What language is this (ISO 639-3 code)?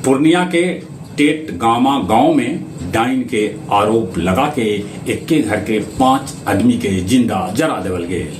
mag